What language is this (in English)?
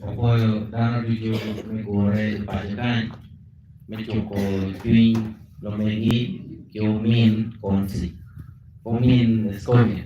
Acoli